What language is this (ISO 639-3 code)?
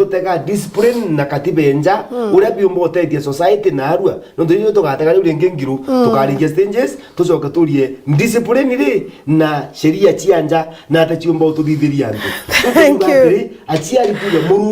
mer